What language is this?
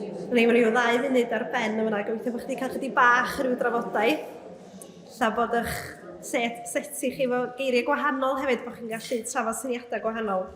Welsh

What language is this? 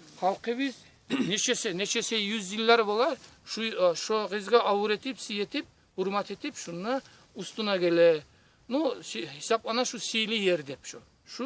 Kumyk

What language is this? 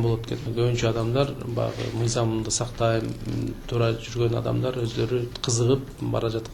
Kyrgyz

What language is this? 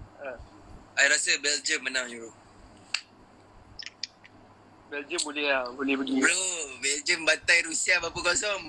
Malay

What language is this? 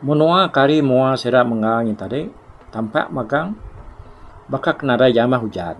Iban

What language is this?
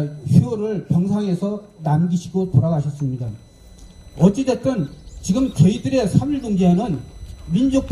Korean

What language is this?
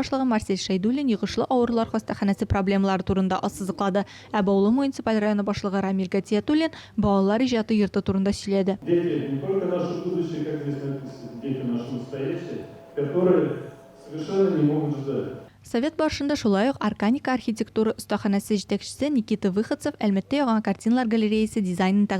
Tatar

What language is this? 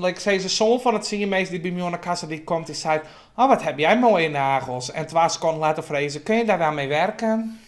Western Frisian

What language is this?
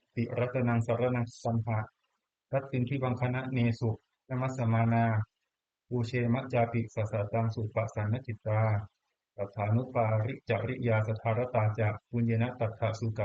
Pali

